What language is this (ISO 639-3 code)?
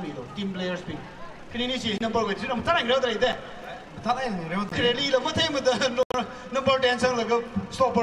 nmf